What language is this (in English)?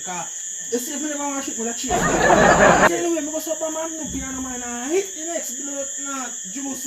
Jamaican Creole English